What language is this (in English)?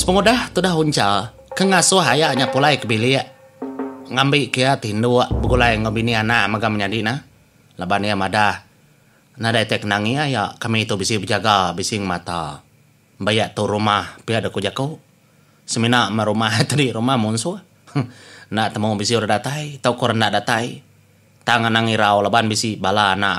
Iban